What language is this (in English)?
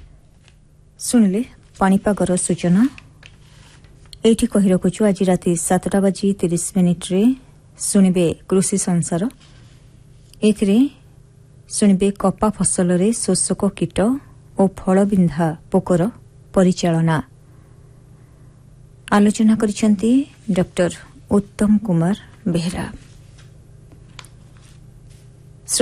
Odia